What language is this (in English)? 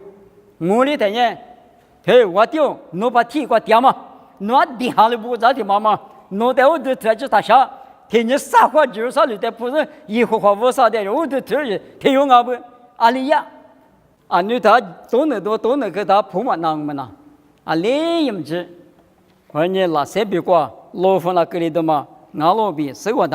Lisu